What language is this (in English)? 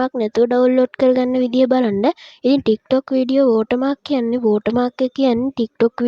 Sinhala